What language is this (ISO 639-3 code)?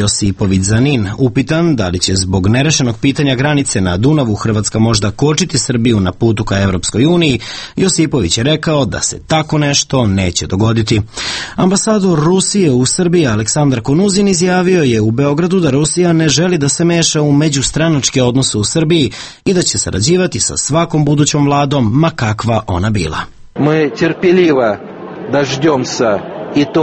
srp